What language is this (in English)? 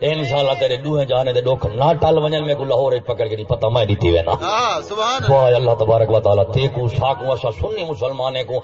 Saraiki